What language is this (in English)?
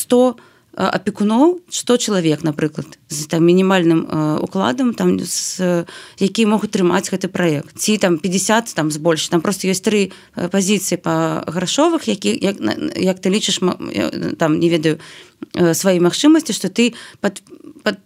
Belarusian